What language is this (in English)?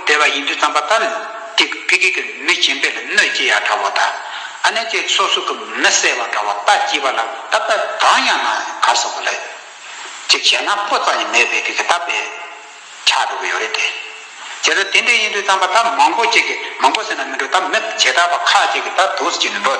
Tibetan